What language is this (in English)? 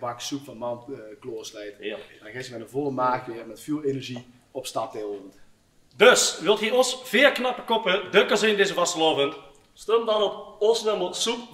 Limburgish